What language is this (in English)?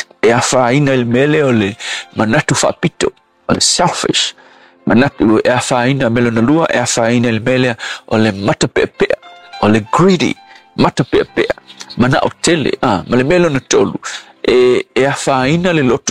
Samoan